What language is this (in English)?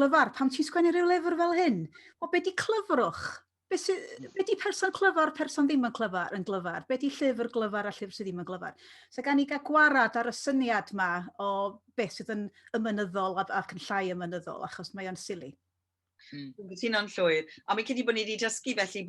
Welsh